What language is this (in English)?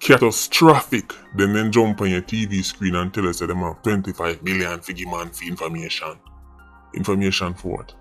Jamaican Creole English